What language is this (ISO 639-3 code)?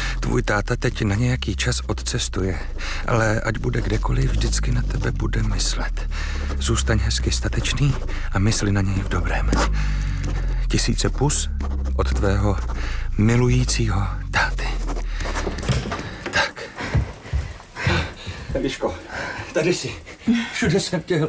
ces